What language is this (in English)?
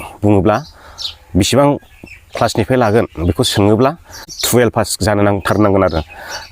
Bodo